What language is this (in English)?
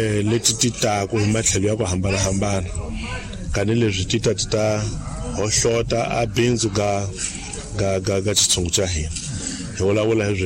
Tsonga